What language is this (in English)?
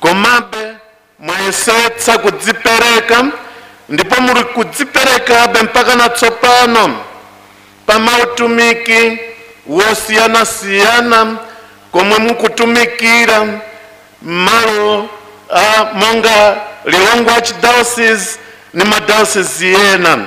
Nyanja